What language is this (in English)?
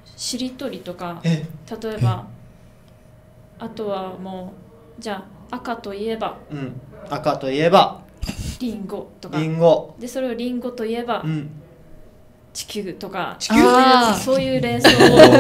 Japanese